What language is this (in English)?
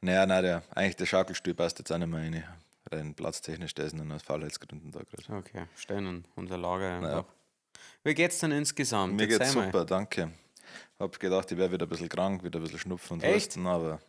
Bavarian